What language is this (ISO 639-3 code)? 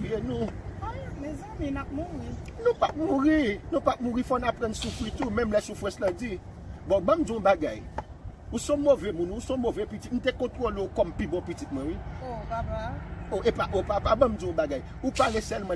hat